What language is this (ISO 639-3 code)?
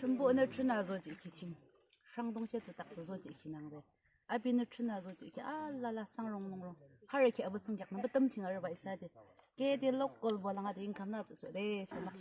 yim